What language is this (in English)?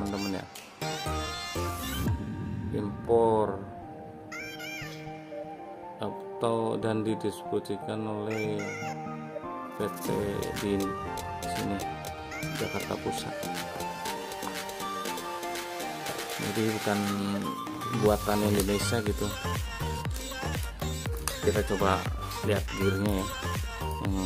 Indonesian